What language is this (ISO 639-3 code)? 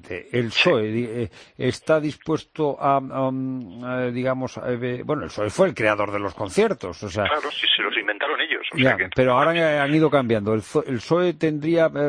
spa